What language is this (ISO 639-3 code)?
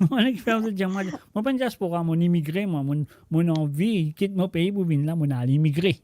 mfe